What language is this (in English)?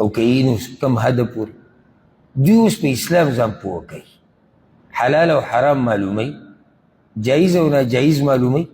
Pashto